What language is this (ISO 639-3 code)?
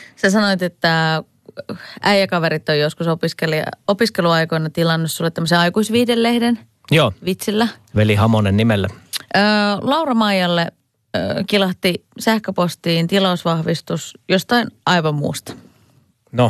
fin